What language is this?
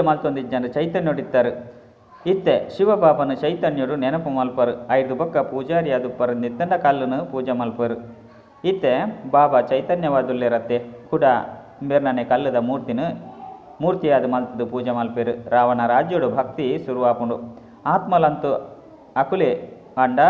Tulu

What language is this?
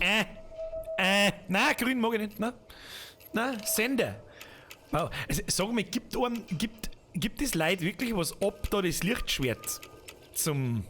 Bavarian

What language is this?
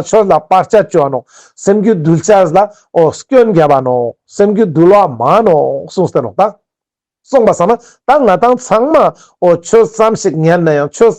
Ladakhi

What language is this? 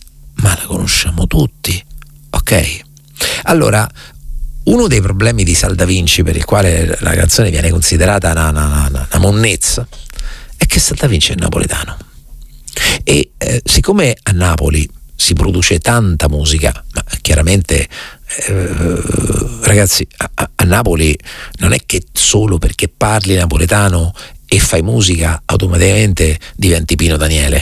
Italian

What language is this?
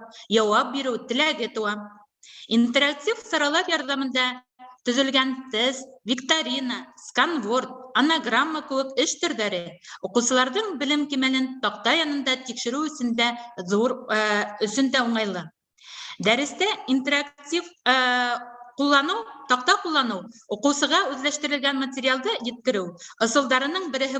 Bashkir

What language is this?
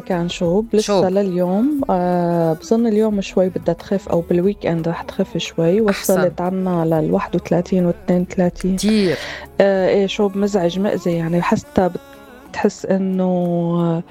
North Levantine Arabic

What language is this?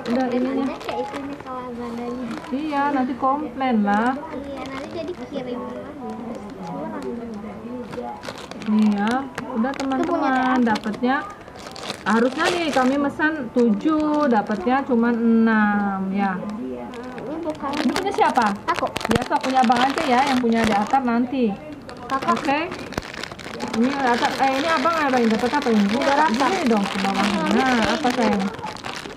Indonesian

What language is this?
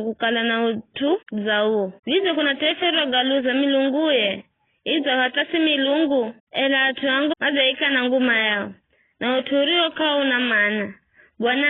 Giryama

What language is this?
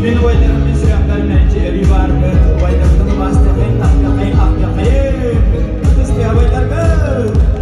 Yakut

